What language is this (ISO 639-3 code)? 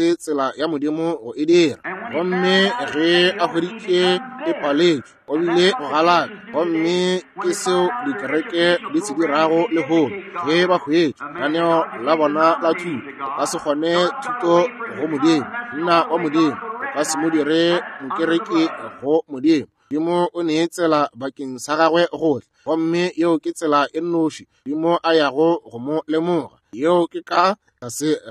nso